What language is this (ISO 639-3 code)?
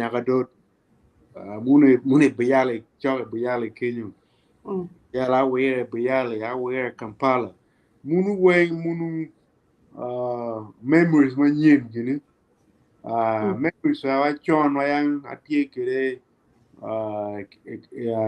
ach